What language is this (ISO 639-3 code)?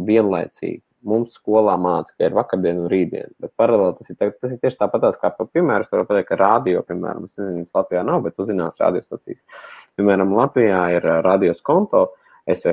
lav